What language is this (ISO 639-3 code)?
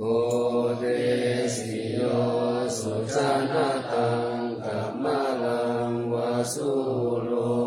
pli